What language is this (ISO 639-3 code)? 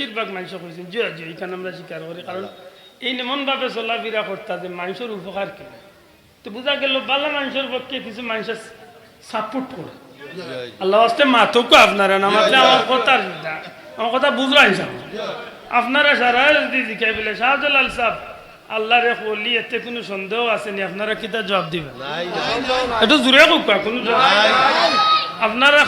syl